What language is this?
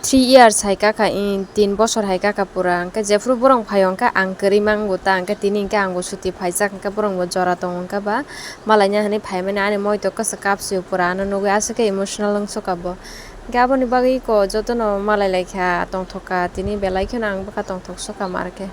Kok Borok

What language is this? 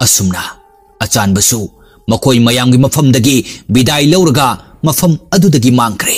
Manipuri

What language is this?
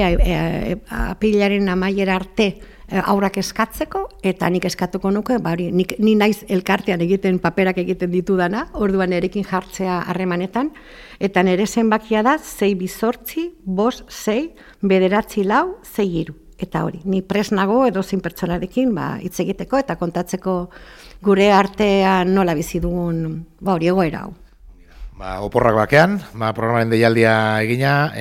Basque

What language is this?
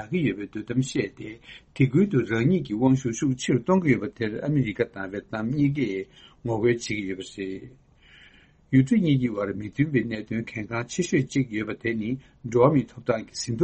Tibetan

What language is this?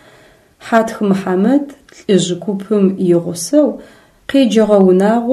Adyghe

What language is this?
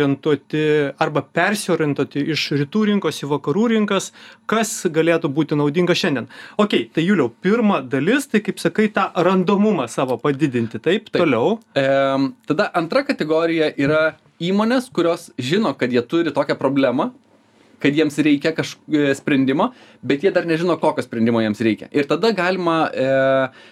Lithuanian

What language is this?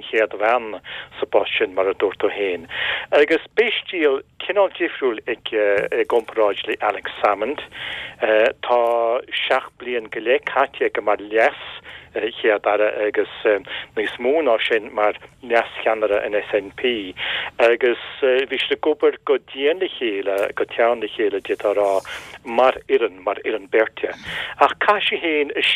Irish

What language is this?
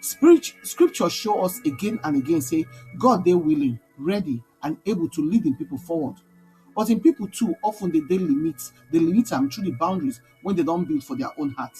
Nigerian Pidgin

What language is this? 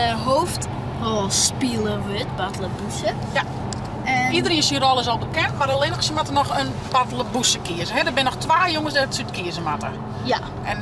Western Frisian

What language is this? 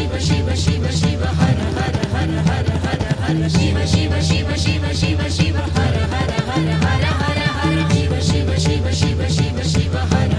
Kannada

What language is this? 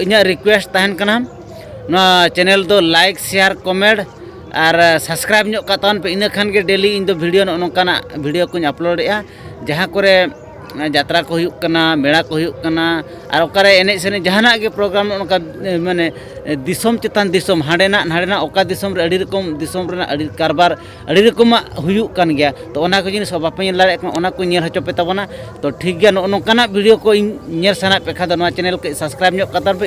Santali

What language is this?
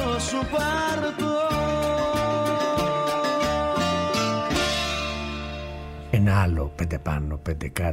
Greek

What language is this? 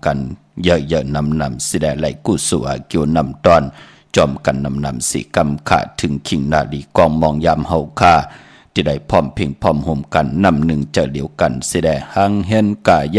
Shan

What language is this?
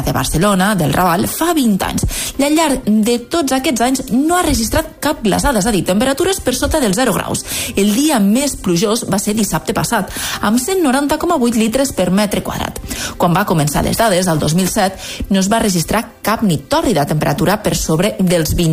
Catalan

